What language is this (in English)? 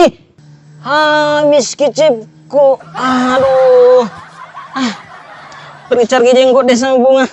Makassar Malay